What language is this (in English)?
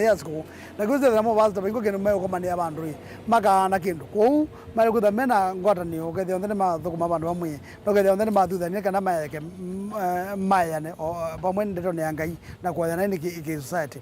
Kamba